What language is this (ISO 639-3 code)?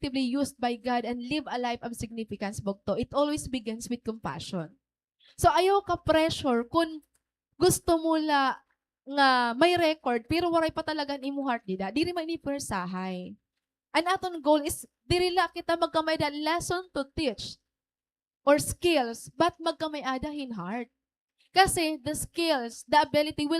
war